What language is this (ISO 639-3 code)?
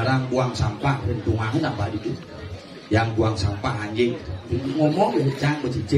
ban